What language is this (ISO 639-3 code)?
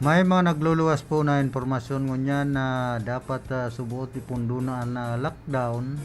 bik